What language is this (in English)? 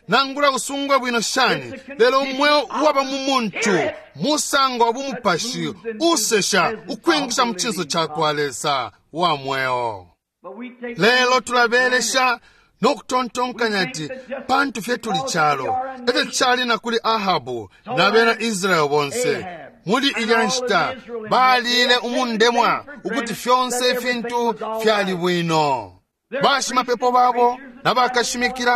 Bemba